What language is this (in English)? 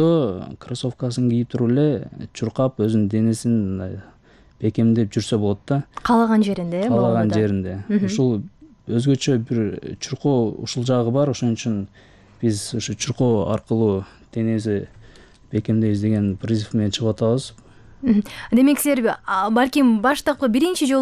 Kyrgyz